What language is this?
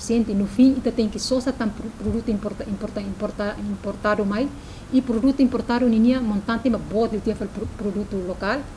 Tetum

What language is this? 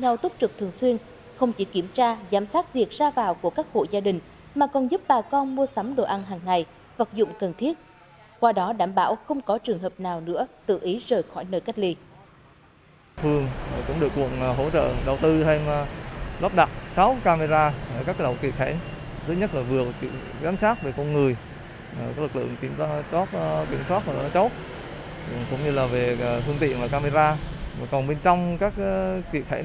Vietnamese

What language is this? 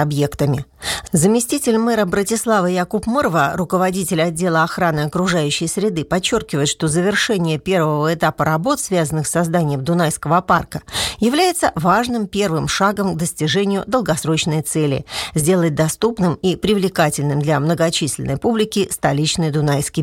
Russian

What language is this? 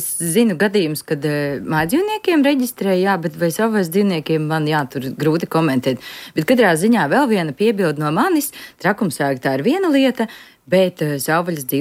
Latvian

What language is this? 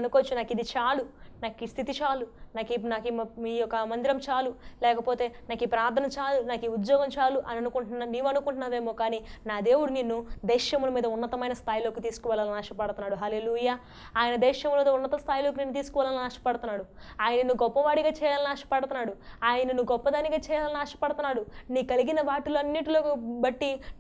Telugu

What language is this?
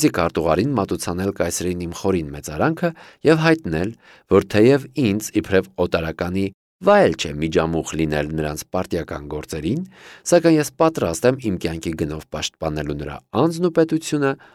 Armenian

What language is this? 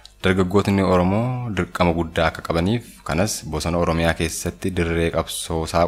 Oromo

